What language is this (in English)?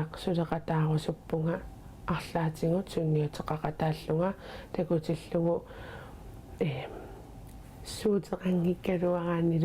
Kalaallisut